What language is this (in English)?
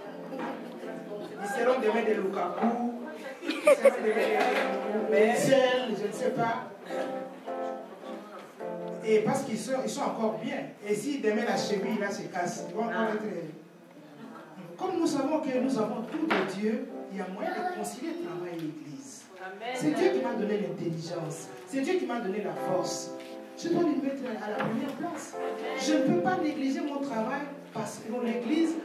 French